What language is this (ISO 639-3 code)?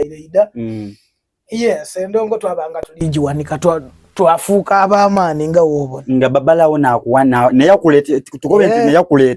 xog